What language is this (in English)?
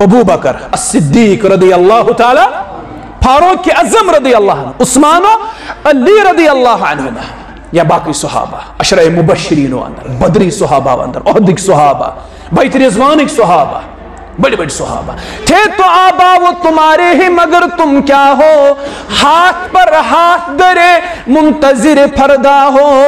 Kashmiri